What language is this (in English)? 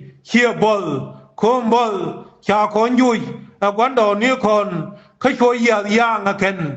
Nuer